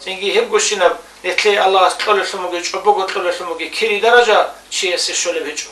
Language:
Avaric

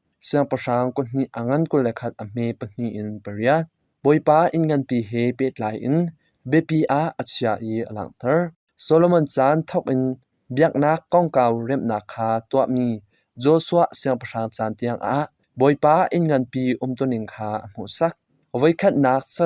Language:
Hakha Chin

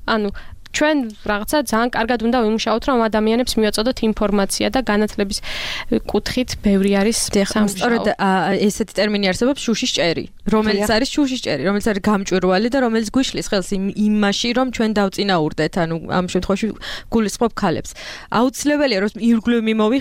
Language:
Georgian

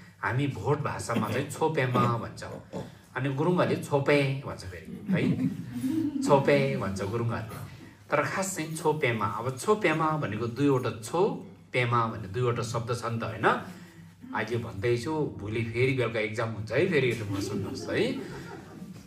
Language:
Nepali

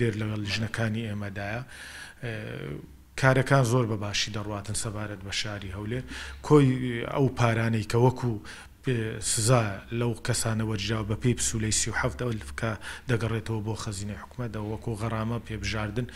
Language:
Central Kurdish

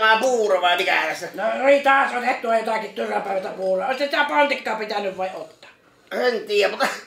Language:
Finnish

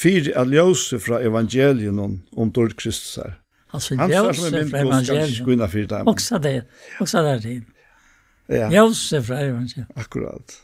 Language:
Faroese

